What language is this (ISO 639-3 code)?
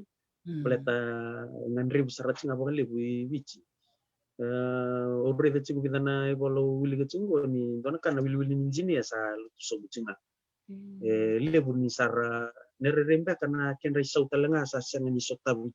fij